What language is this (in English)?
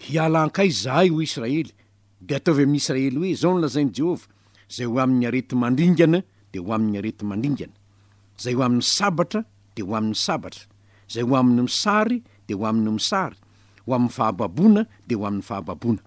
Malagasy